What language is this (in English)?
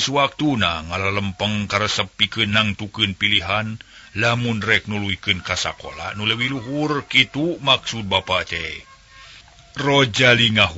Sundanese